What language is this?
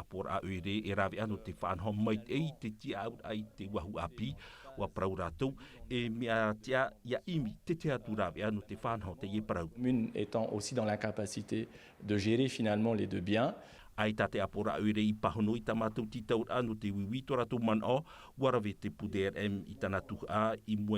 Tahitian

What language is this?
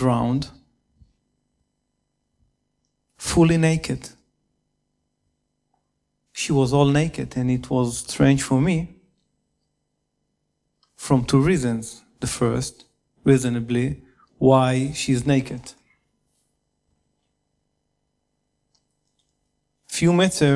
English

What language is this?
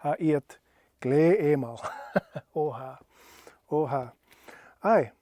Scottish Gaelic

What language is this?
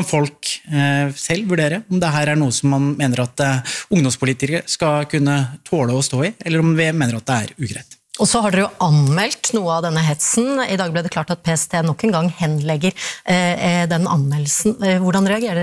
Norwegian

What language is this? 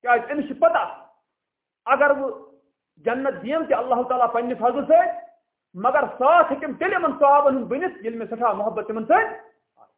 Kashmiri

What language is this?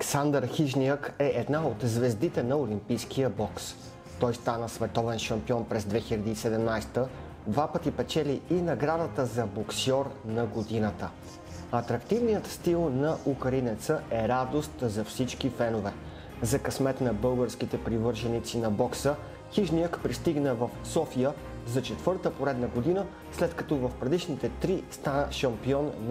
Bulgarian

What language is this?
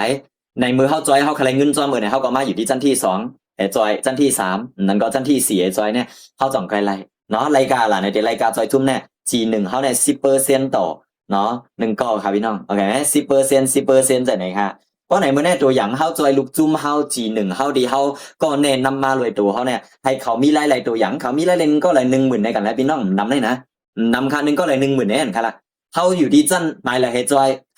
Shan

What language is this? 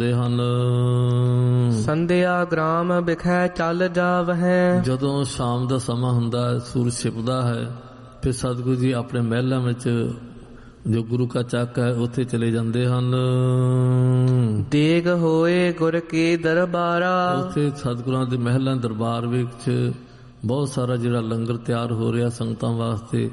Punjabi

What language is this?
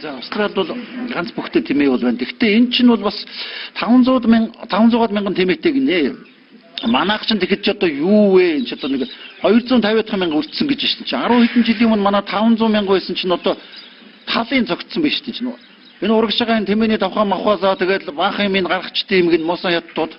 Mongolian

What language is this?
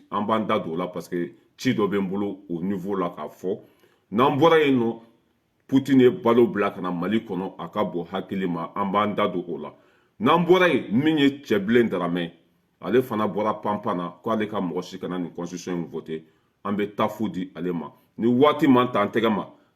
Bambara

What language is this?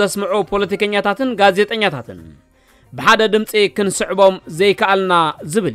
Tigrinya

